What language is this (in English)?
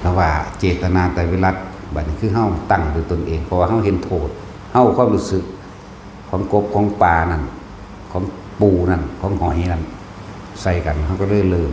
Northeastern Thai